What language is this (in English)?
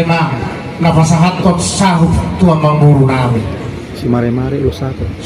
Batak Toba